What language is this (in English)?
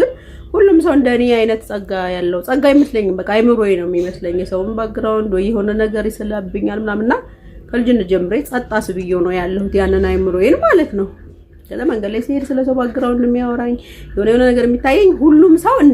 Amharic